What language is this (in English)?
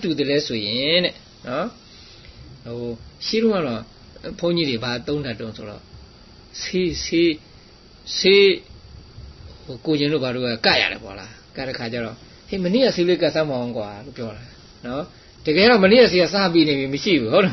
Burmese